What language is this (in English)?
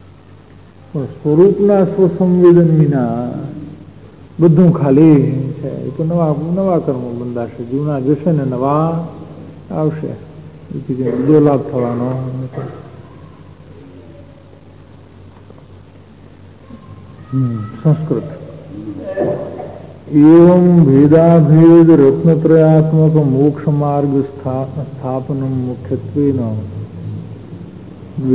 Gujarati